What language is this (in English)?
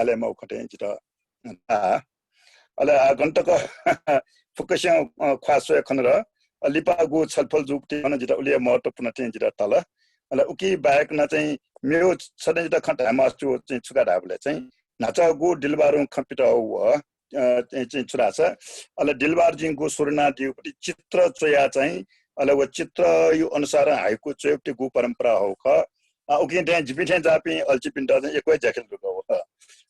Newari